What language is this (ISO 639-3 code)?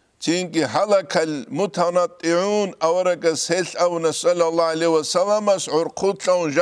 ava